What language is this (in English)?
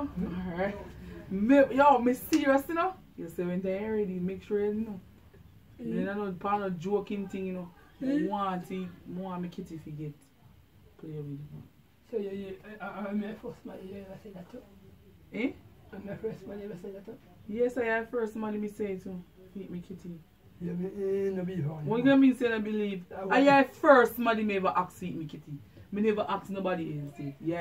Jamaican Creole English